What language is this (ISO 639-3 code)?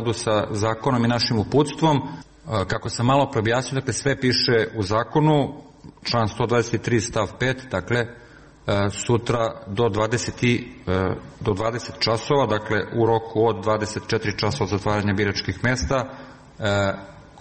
srp